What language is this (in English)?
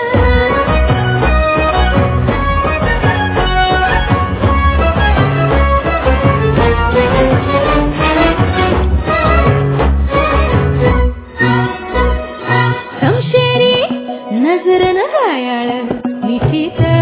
Marathi